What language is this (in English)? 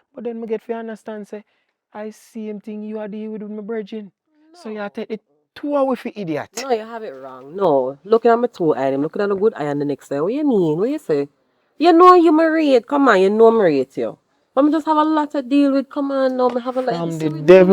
Jamaican Creole English